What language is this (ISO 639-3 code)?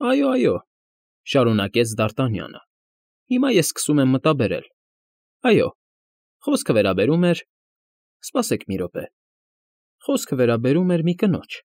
hye